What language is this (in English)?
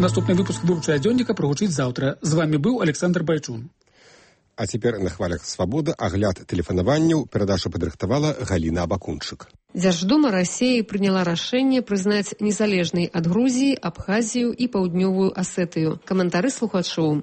Belarusian